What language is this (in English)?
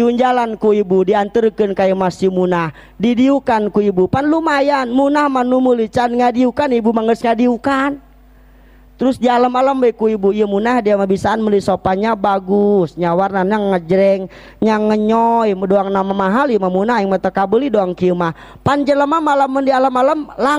Sundanese